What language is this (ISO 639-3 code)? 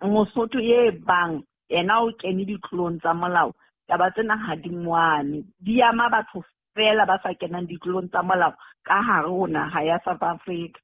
sot